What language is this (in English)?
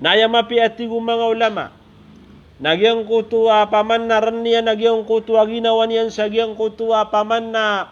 Maranao